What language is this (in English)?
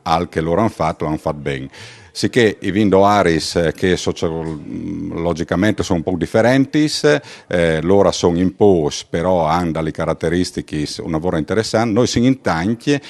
Friulian